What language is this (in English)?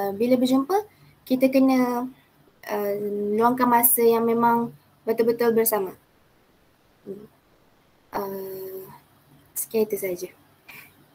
Malay